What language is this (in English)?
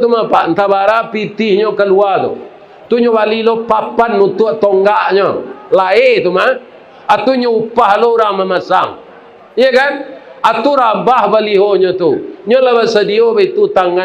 Minangkabau